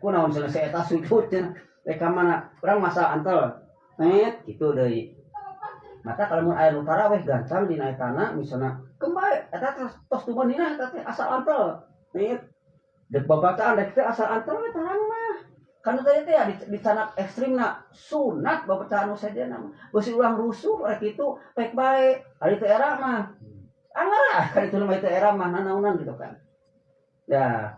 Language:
Sundanese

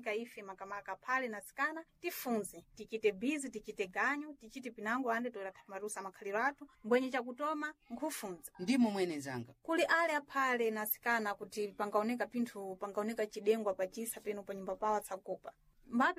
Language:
Sena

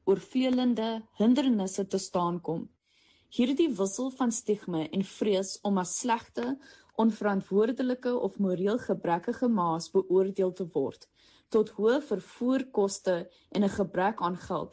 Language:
Afrikaans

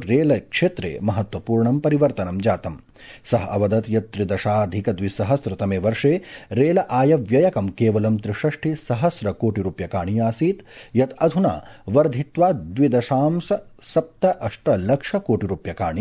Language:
Sanskrit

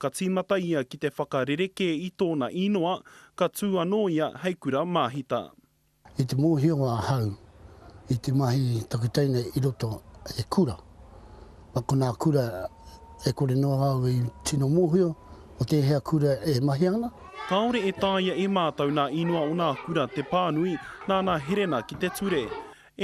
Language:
Māori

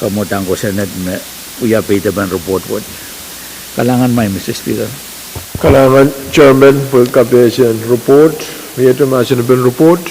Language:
Pohnpeian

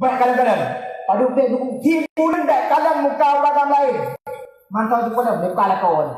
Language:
Achinese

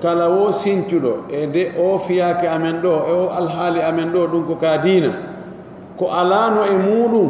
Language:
Pular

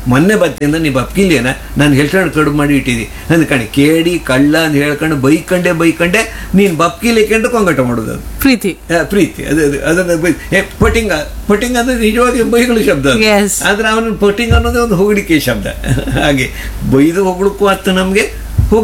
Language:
Kannada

